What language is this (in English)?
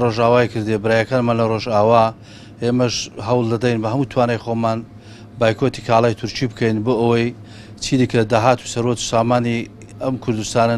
Central Kurdish